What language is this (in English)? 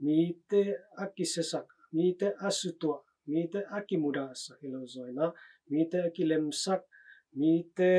Tedim Chin